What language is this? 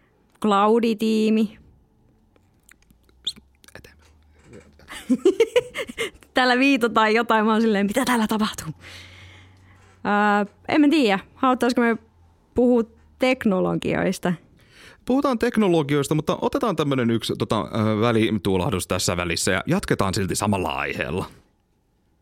Finnish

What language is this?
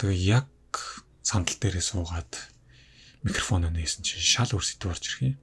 Mongolian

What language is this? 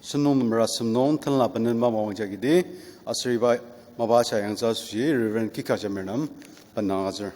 Ao Naga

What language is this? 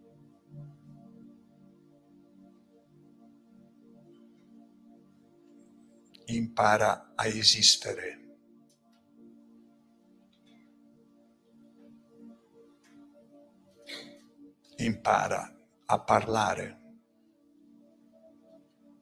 Italian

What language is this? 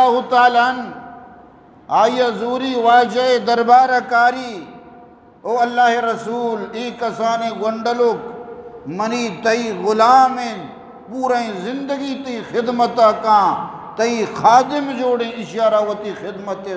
Eastern Balochi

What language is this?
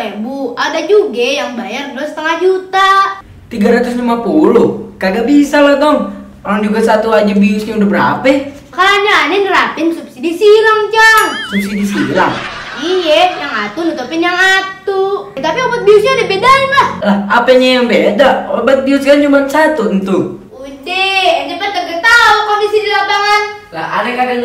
Betawi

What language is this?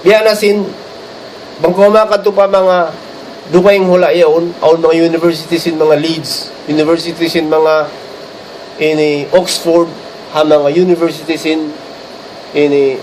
Tausug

